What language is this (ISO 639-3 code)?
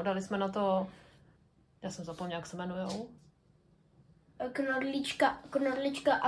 ces